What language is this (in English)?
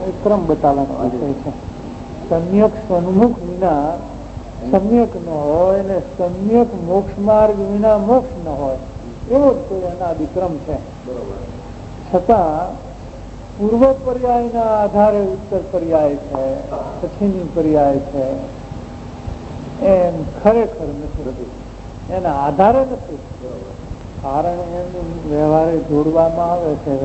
Gujarati